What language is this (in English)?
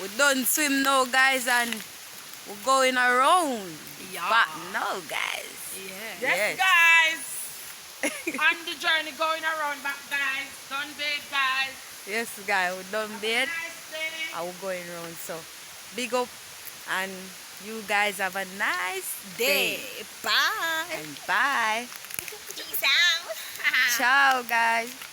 Jamaican Creole English